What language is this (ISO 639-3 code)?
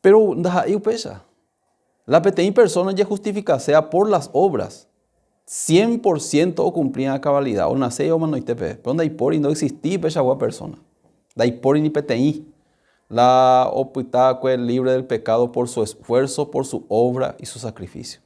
grn